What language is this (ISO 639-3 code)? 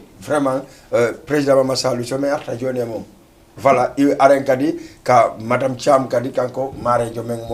ful